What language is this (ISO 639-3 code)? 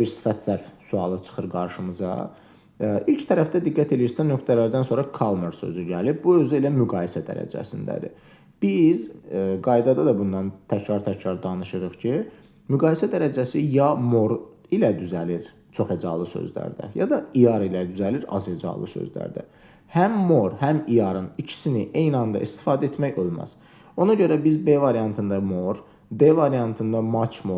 aze